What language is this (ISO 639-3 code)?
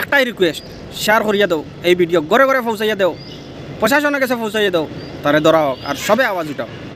syl